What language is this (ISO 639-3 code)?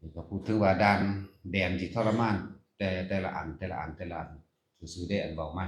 lao